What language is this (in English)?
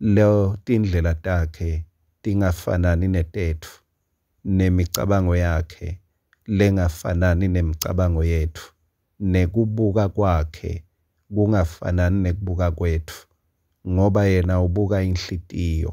Swati